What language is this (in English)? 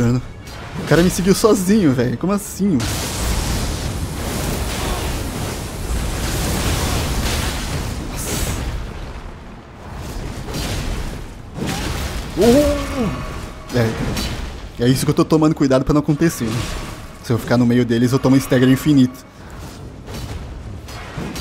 Portuguese